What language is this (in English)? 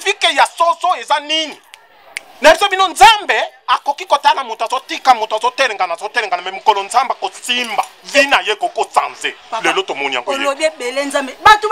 Lingala